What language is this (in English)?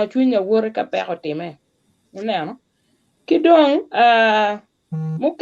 Acoli